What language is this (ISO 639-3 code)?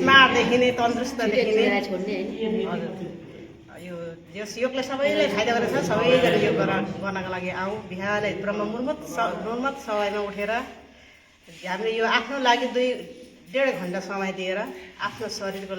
nep